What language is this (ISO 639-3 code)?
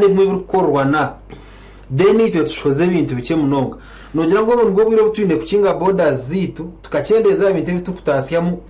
nyn